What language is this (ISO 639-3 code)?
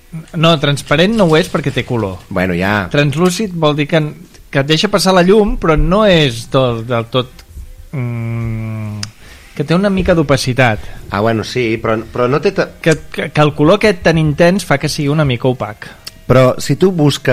cat